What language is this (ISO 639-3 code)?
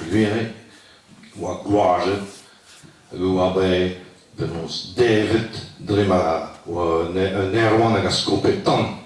bre